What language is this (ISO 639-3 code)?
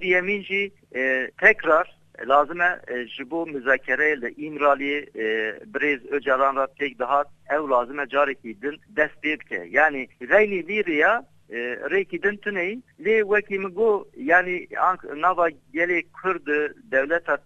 kur